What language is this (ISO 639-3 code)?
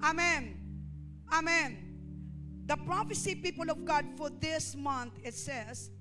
hil